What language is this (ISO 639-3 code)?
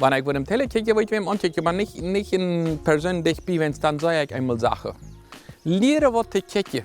pdt